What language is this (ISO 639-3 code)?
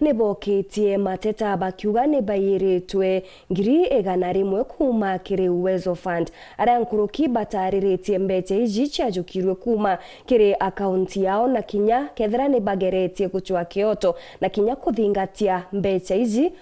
mer